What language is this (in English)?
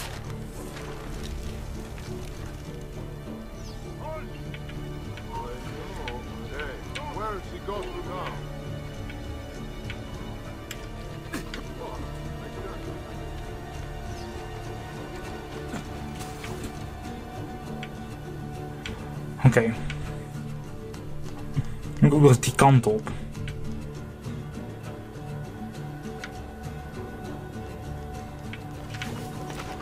Dutch